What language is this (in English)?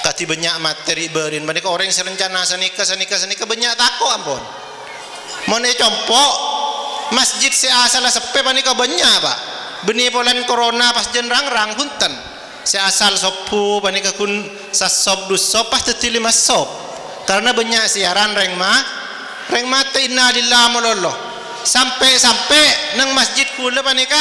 Madurese